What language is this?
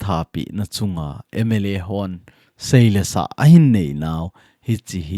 Thado Chin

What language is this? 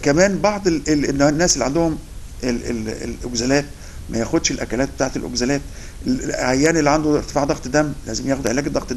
Egyptian Arabic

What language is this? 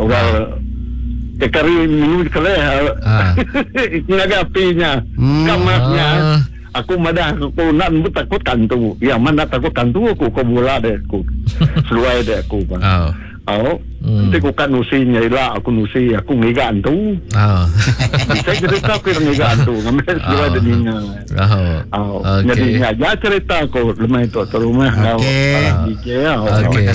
Iban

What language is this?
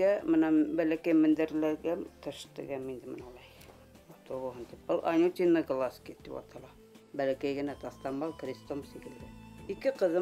Bashkir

